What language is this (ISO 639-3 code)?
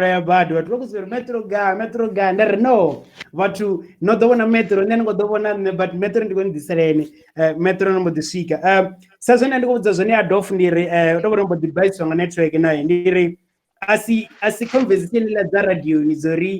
ven